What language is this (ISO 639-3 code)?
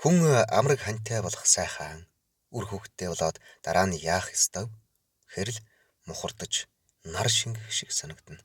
mon